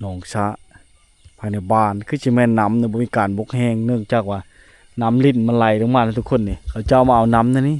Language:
Lao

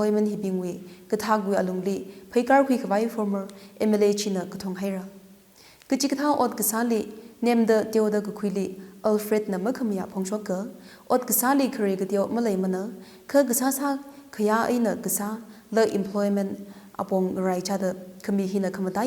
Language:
Tangkhul Naga (India)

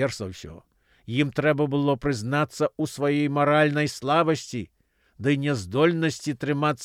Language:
Belarusian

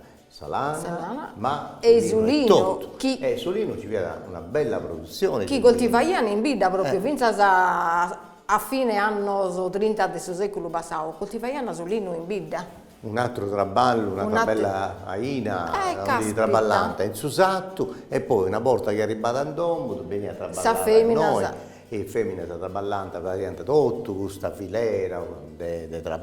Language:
Sardinian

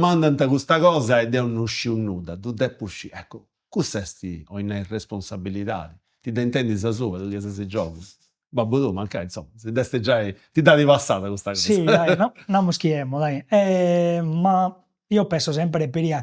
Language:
Sardinian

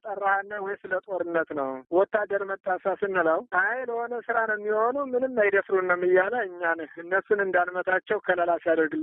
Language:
Amharic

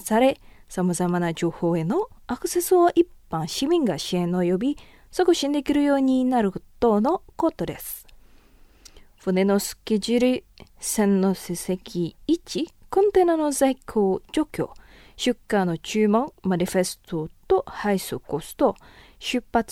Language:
Japanese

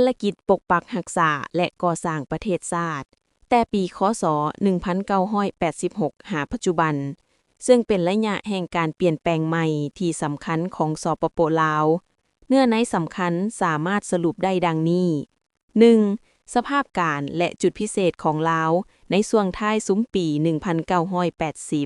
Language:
Lao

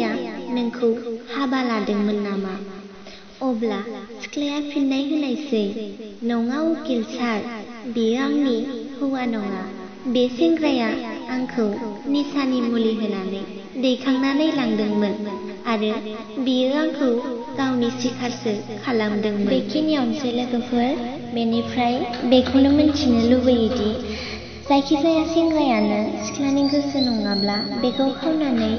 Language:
Bodo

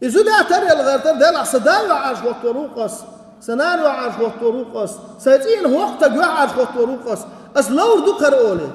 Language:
Chechen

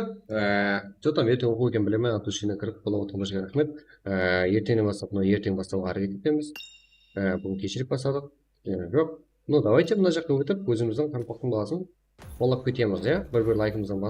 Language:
Kara-Kalpak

